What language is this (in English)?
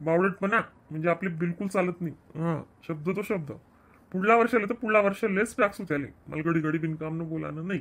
Khandesi